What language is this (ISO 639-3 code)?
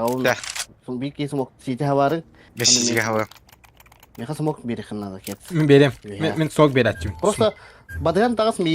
sah